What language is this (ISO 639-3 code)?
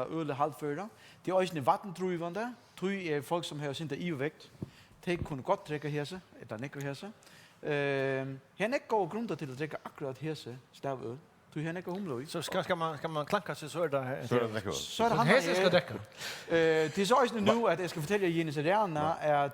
fao